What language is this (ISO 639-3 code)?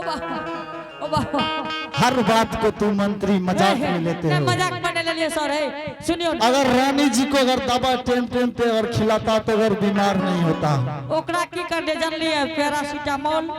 anp